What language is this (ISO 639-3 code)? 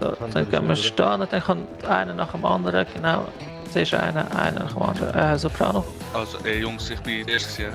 gsw